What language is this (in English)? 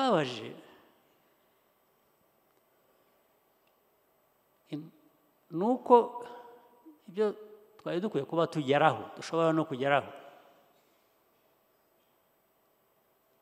Kinyarwanda